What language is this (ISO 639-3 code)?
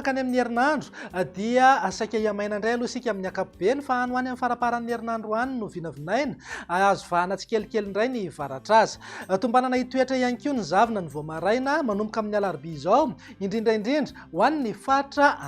mlg